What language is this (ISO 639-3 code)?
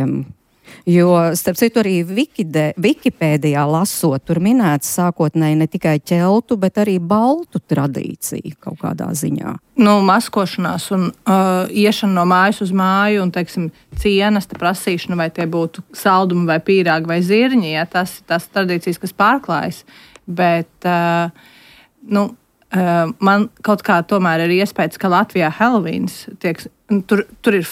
lav